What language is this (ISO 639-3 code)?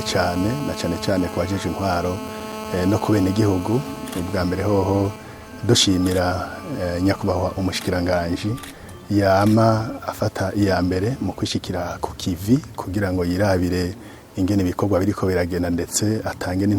run